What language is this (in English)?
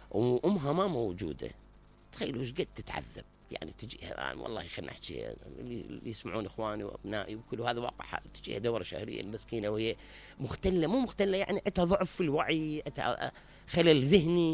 Mesopotamian Arabic